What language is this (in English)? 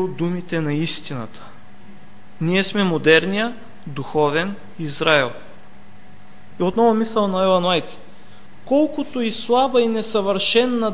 Bulgarian